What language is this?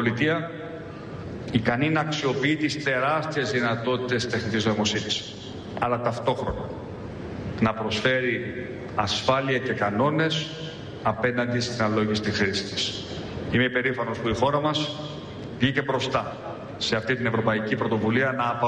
Greek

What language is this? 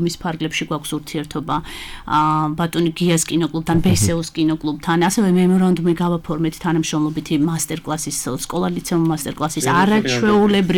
Georgian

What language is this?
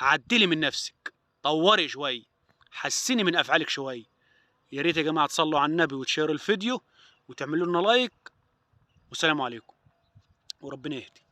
Egyptian Arabic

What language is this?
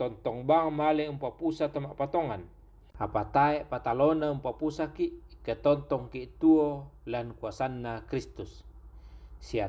Toraja-Sa'dan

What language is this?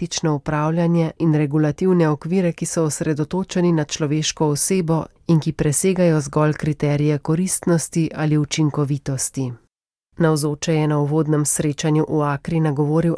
Slovenian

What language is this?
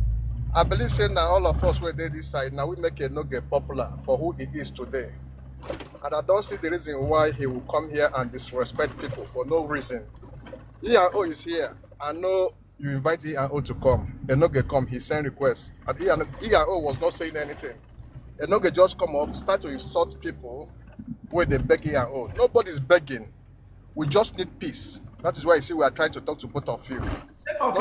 Nigerian Pidgin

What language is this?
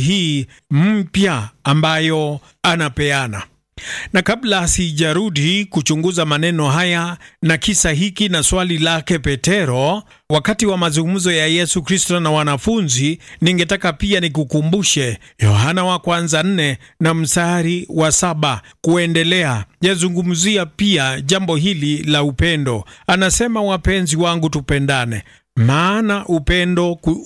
Swahili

